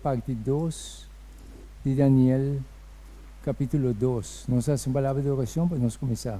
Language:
Papiamento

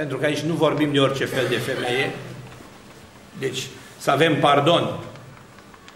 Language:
Romanian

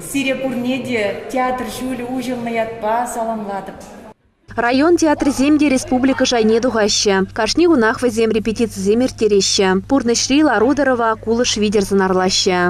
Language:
Chuvash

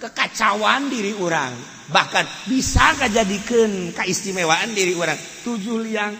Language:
Sundanese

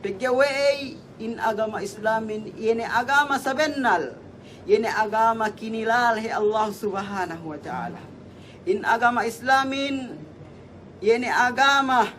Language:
Yakan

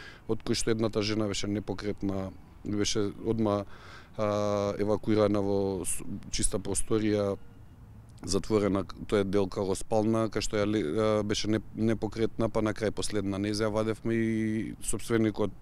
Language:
Macedonian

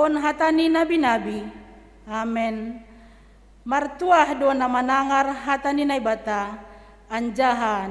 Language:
Batak Simalungun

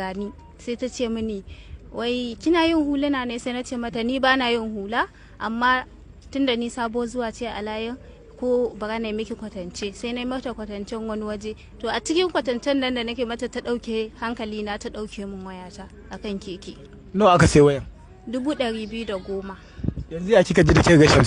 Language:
Hausa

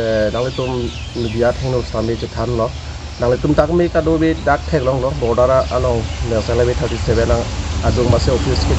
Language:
Karbi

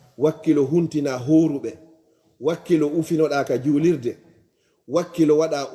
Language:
Fula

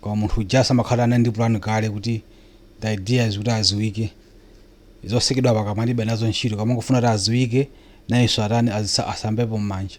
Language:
Nyanja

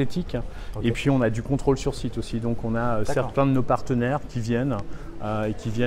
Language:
French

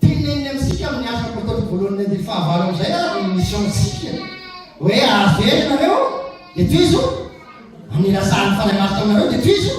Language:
Malagasy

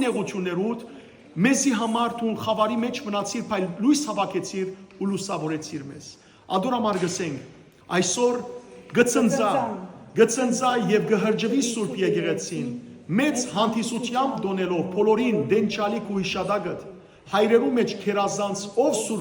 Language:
Western Armenian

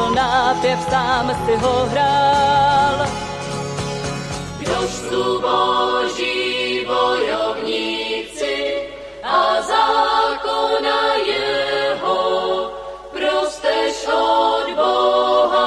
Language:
Czech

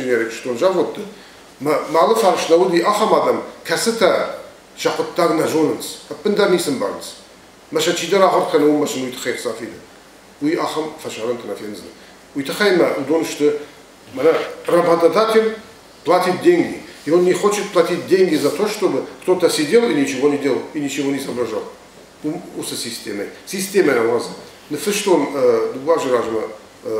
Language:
Ossetic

